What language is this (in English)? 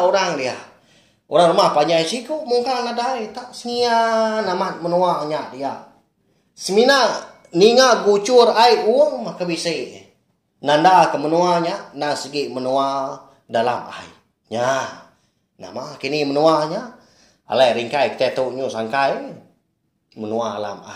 Iban